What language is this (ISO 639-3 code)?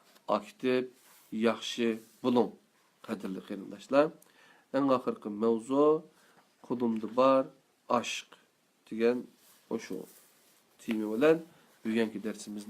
uig